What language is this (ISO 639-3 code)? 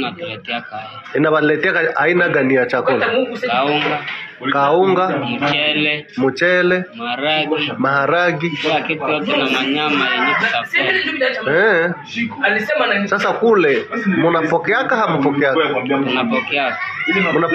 swa